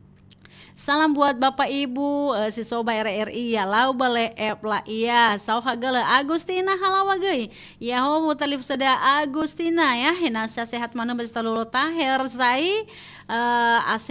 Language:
Nias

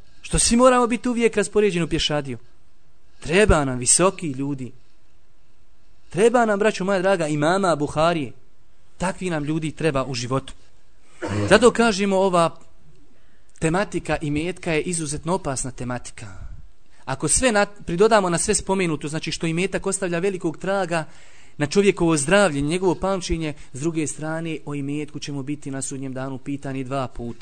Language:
Bosnian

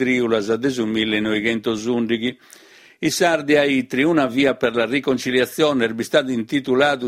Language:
Sardinian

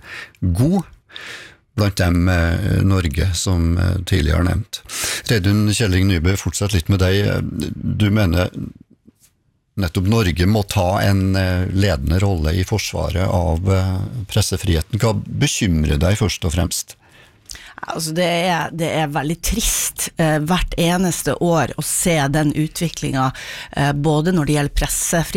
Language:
Norwegian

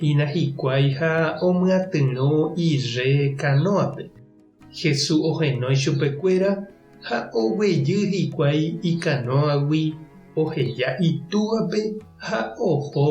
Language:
Guarani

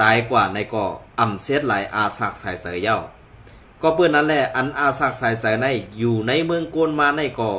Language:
Shan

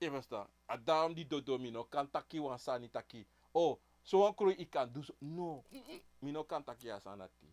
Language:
Sranan Tongo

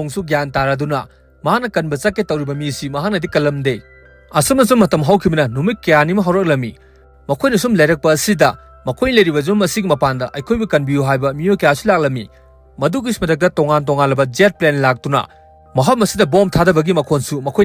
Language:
Manipuri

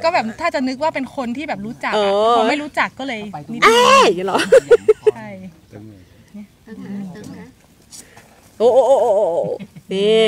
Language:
Thai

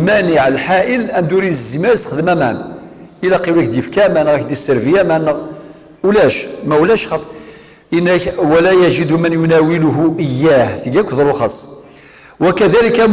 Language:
Kabyle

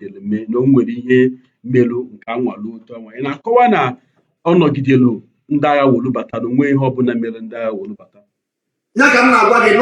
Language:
Igbo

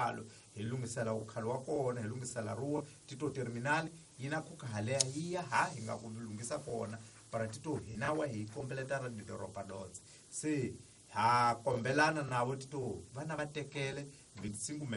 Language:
Tsonga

